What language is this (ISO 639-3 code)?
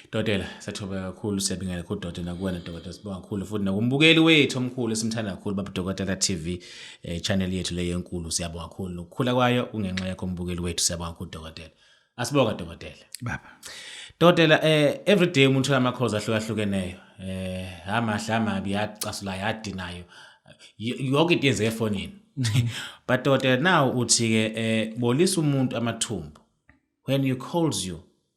zul